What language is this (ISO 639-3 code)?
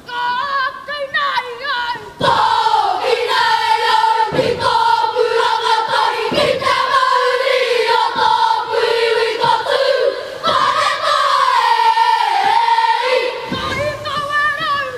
mri